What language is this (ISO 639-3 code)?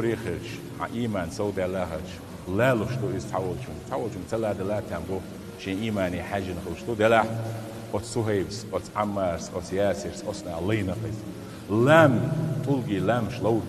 che